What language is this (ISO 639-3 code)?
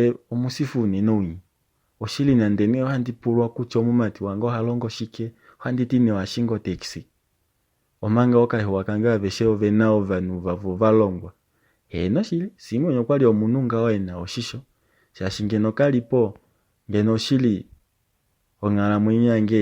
kua